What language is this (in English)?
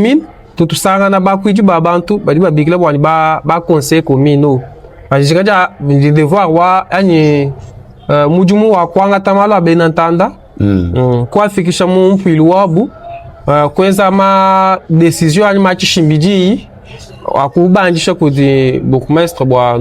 Luba-Lulua